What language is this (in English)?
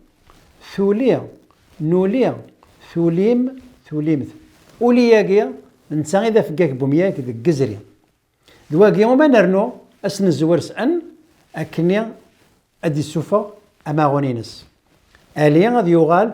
Kabyle